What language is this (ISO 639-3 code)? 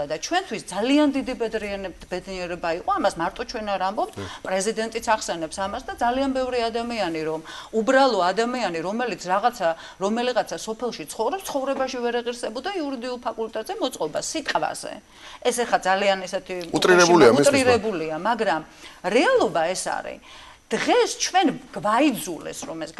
kat